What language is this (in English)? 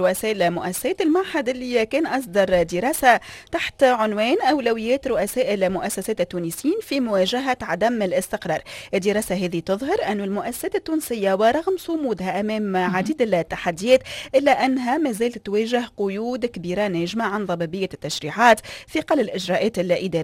Tunisian Arabic